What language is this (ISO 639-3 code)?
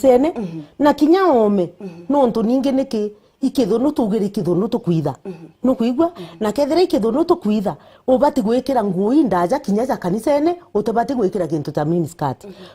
mer